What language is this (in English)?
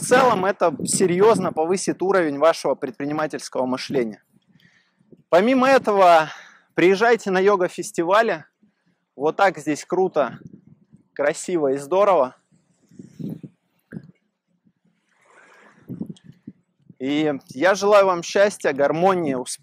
Russian